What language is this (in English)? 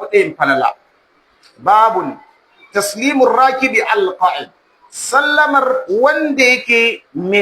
Hausa